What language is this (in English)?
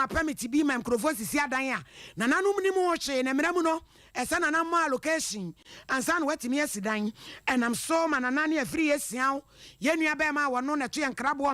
Akan